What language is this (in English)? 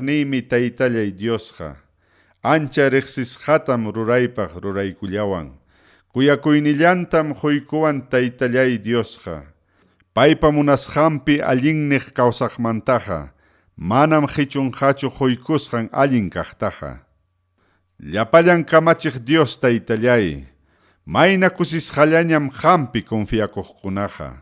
Ayacucho Quechua